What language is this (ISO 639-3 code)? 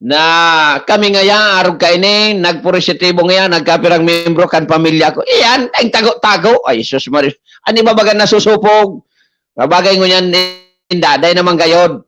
bik